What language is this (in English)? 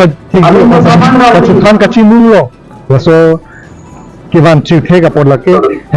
Karbi